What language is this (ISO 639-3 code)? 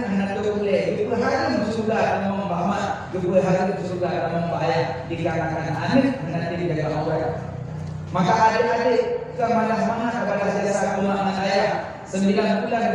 ace